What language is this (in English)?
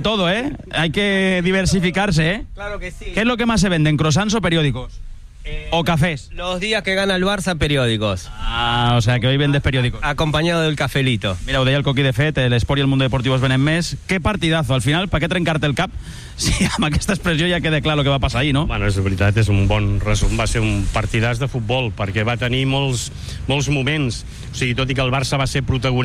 Catalan